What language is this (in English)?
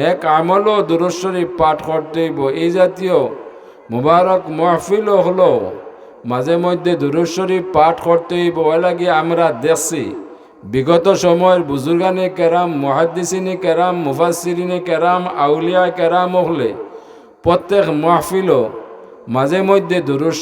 Sylheti